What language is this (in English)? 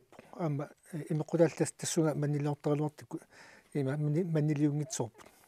Kalaallisut